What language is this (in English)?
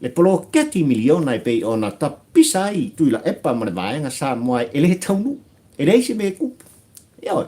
Samoan